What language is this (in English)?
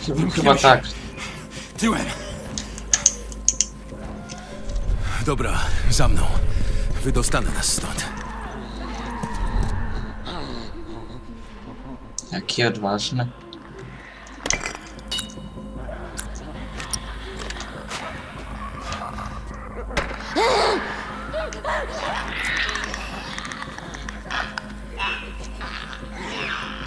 Polish